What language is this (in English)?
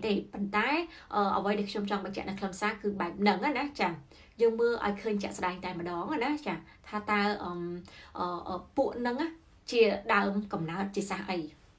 Khmer